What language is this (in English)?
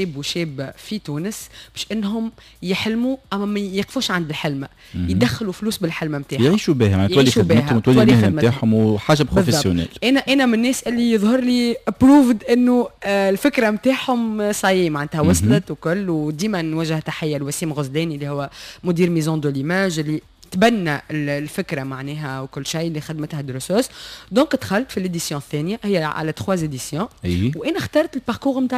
Tunisian Arabic